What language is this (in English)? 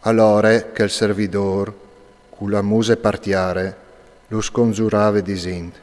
Friulian